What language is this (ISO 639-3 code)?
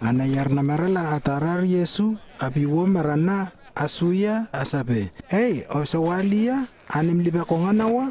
lww